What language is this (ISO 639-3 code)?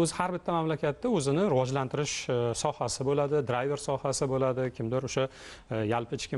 uzb